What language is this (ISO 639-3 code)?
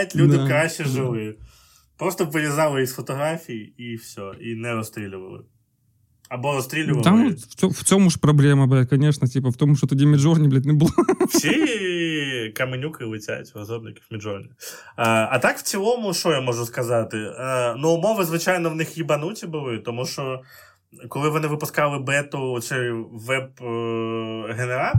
ukr